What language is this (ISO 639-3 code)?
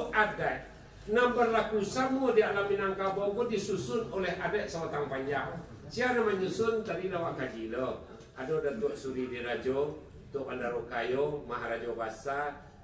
min